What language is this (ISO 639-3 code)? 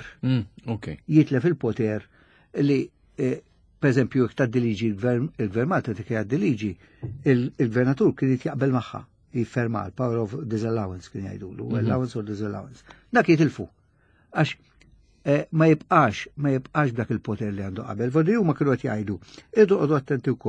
mlt